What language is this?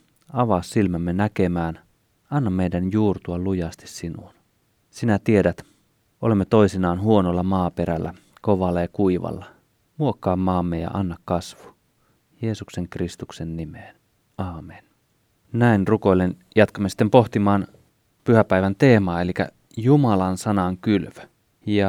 Finnish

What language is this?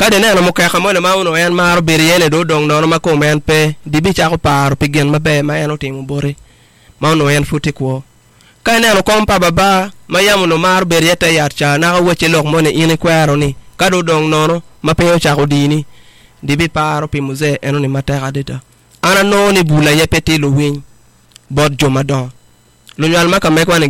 Acoli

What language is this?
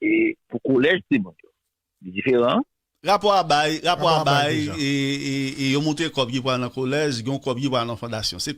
Haitian Creole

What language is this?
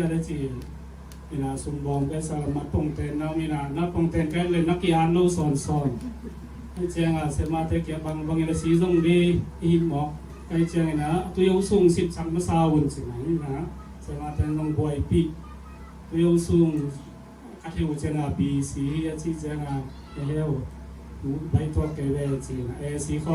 Tedim Chin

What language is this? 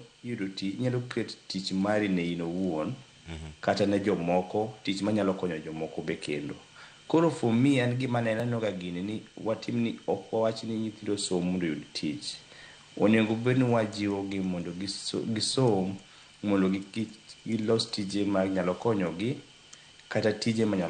Luo (Kenya and Tanzania)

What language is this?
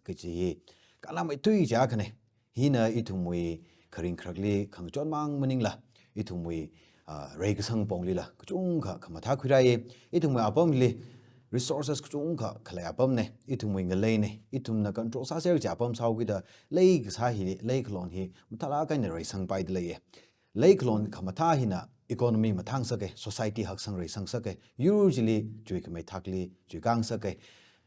Tangkhul Naga (India)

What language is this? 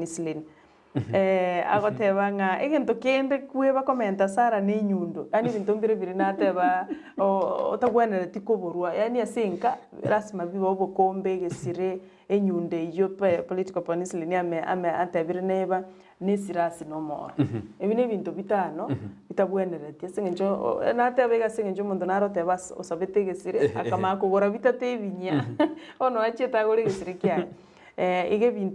Gusii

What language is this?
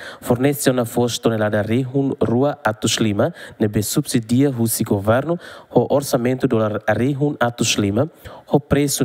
Tetum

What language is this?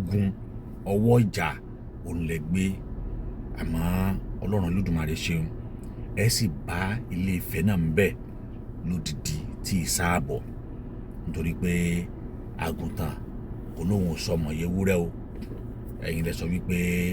Yoruba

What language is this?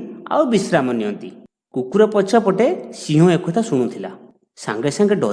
Odia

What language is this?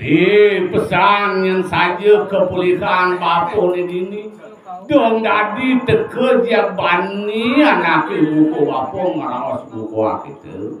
Balinese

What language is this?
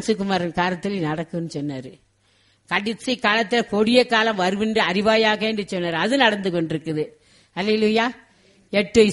Tamil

